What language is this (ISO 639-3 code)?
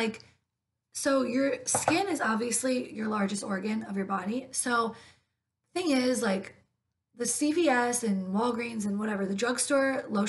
eng